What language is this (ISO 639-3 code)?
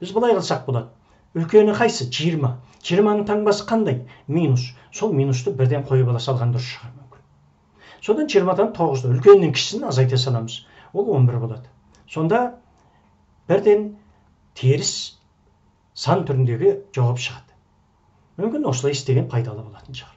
kaz